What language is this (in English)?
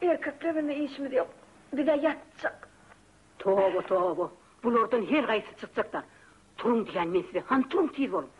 Turkmen